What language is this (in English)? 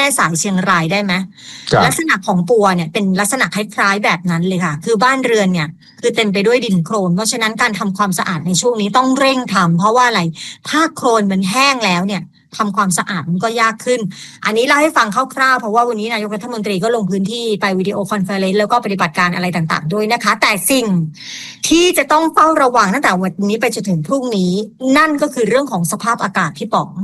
Thai